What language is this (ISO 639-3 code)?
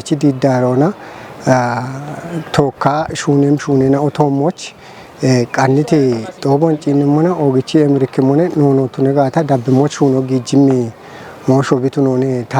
kbr